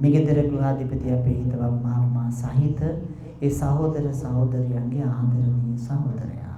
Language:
Sinhala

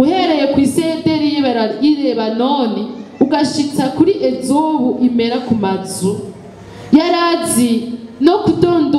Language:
Rundi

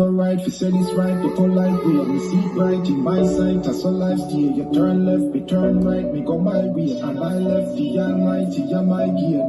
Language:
Jamaican Creole English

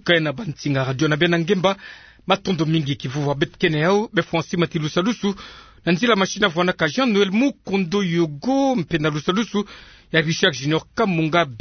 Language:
Kituba (Democratic Republic of Congo)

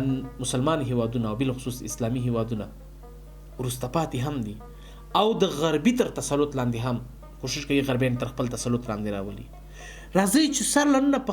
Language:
Pashto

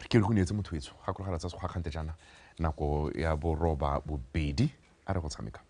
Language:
Tswana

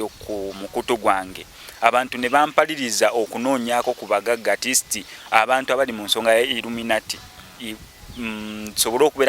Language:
Ganda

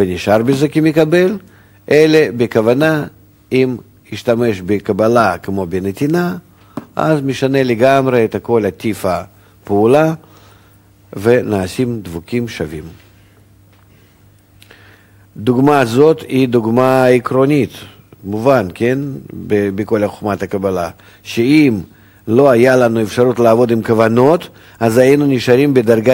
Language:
Hebrew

